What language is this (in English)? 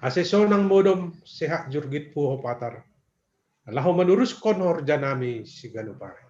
Batak Simalungun